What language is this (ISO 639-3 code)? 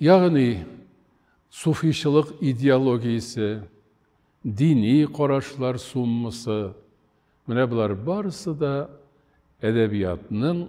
tat